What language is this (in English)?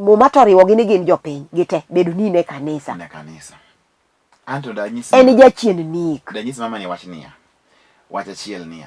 Luo (Kenya and Tanzania)